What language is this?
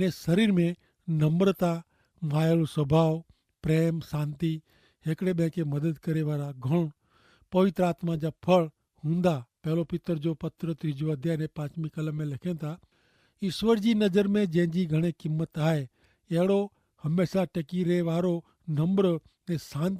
Kachhi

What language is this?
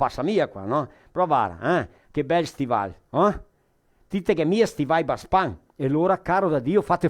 Venetian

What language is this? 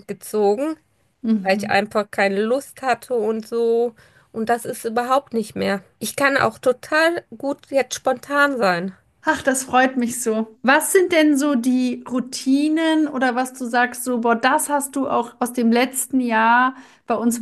German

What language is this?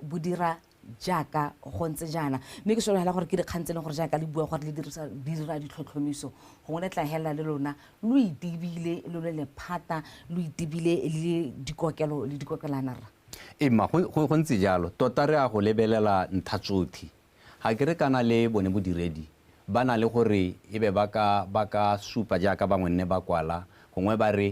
Tswana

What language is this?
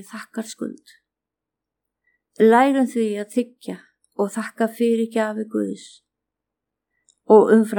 Icelandic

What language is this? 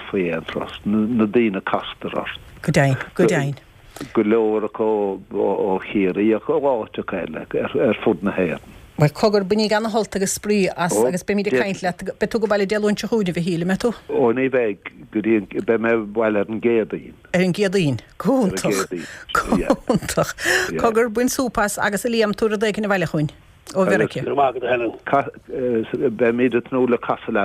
Irish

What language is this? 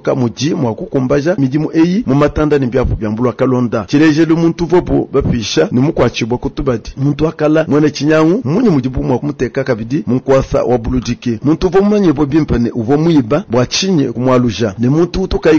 Luba-Lulua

